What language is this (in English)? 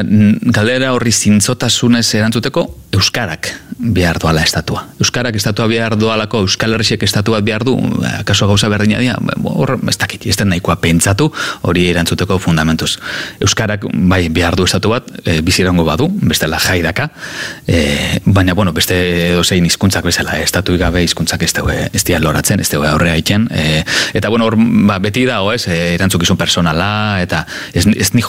Basque